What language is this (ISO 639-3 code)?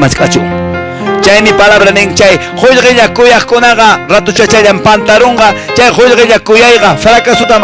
que